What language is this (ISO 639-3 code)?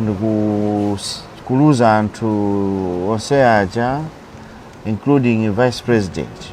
nya